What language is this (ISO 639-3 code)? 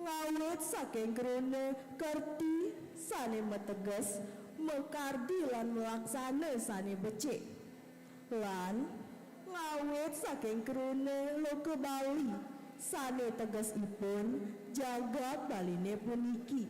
ban